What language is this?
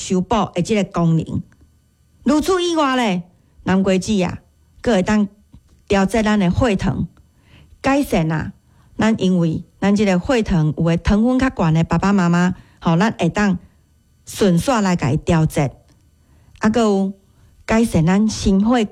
Min Nan Chinese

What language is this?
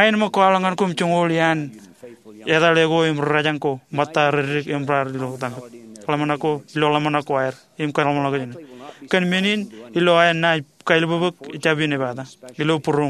Marshallese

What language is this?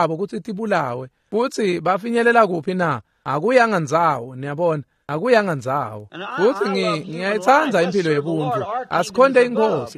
Swati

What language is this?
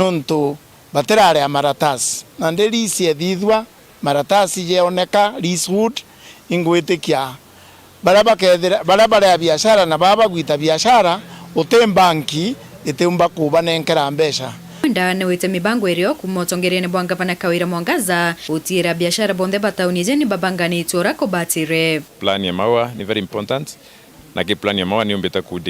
Meru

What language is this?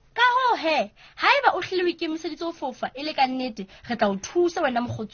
Southern Sotho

